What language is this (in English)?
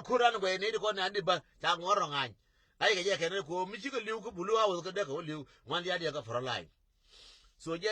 Nuer